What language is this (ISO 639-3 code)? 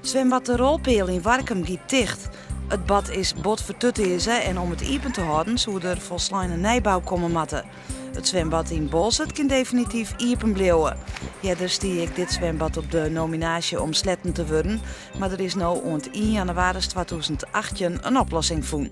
fry